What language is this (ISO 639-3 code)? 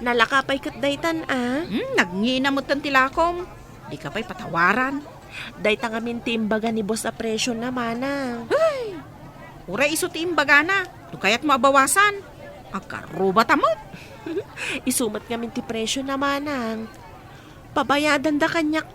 ilo